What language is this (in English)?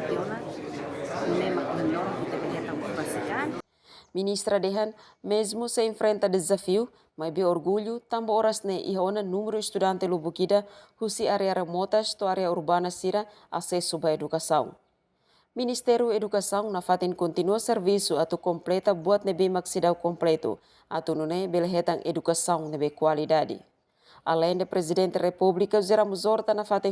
Tetum